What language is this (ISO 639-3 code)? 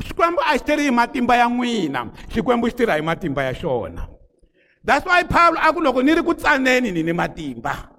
tso